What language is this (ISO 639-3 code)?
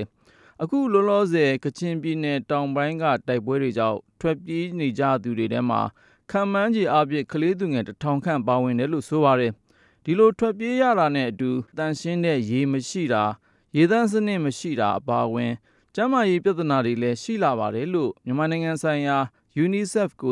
mya